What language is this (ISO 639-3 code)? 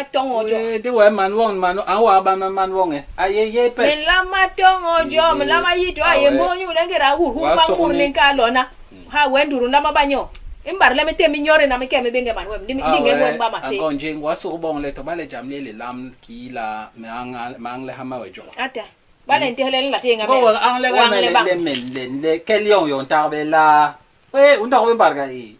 bas